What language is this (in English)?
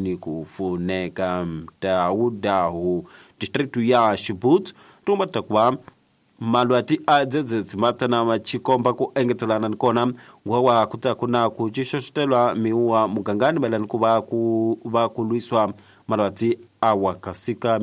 Tsonga